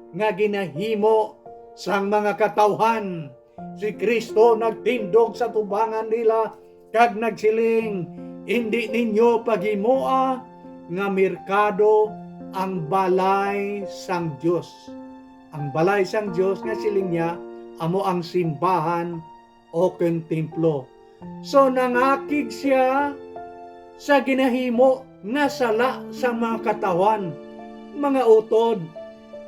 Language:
Hiligaynon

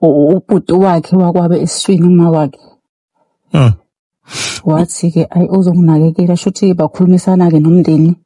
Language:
Zulu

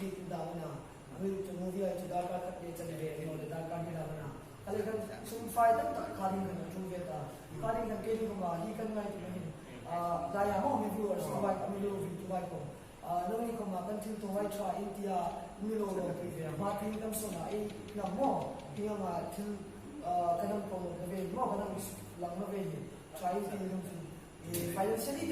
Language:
Hmar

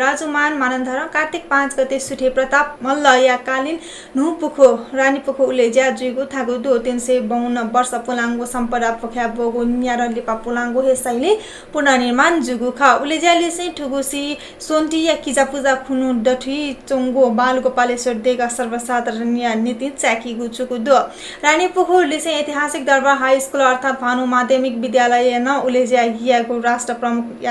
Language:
Newari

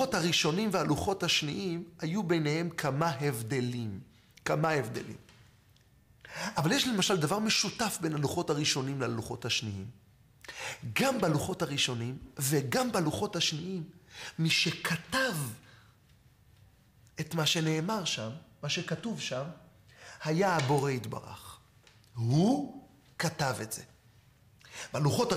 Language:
Hebrew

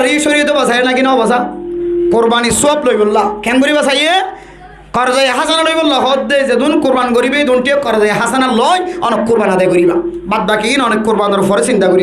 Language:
Rohingya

